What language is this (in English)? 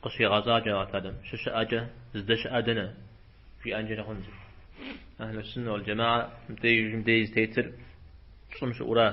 Kabardian